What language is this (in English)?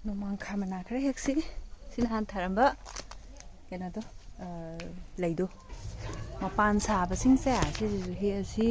Manipuri